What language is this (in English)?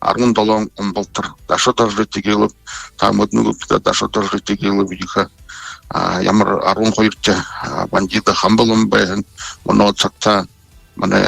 Buriat